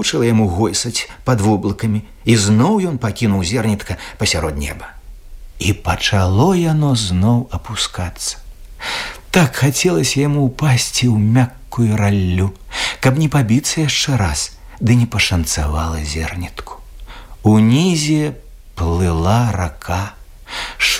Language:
Belarusian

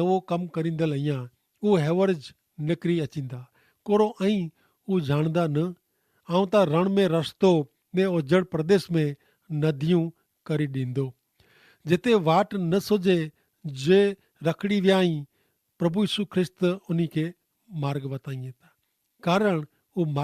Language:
Kachhi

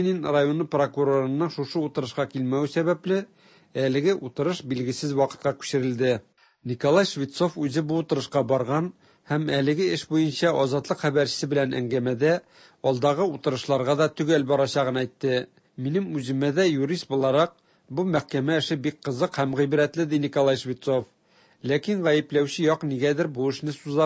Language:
Tatar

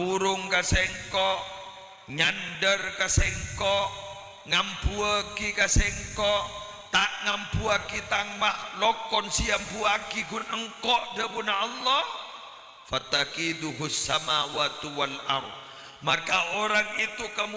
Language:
Madurese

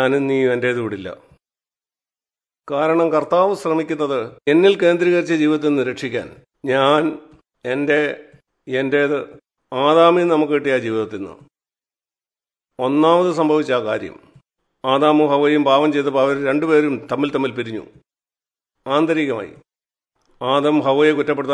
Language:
Malayalam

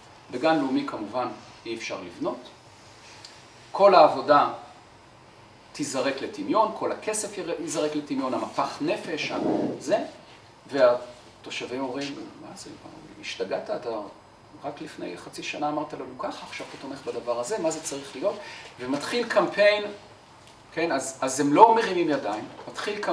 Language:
Hebrew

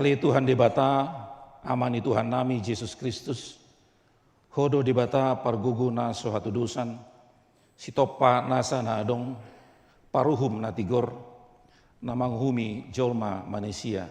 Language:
Batak Toba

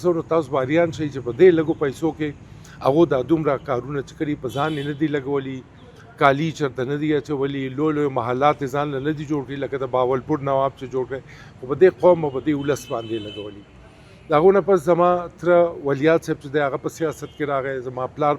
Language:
Pashto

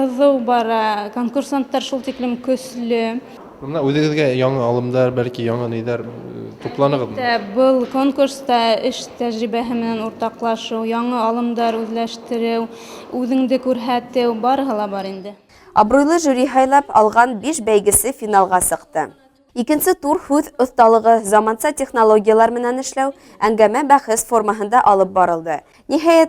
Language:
Bashkir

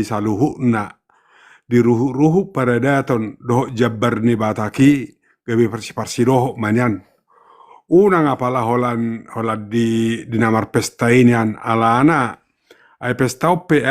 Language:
Batak Toba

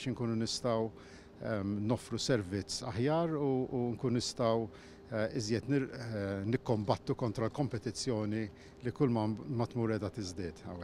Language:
Maltese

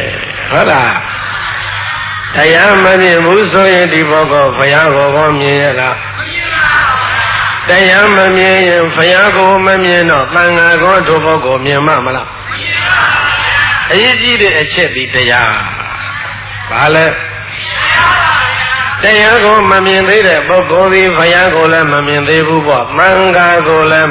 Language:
Burmese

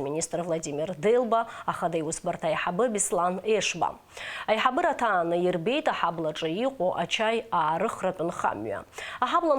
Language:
Abkhazian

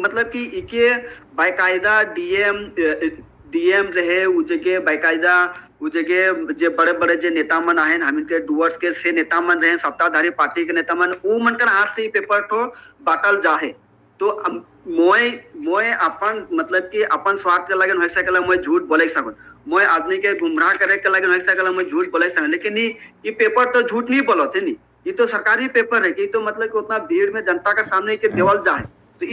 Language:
Sadri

